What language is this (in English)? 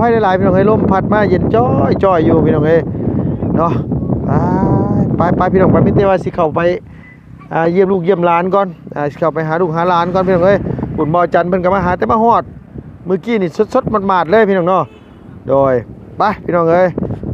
Lao